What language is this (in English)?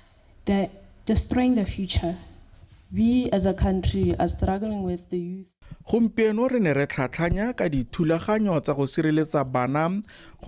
Tswana